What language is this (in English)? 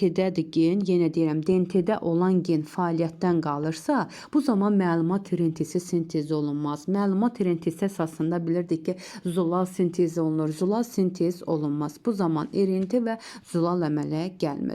Azerbaijani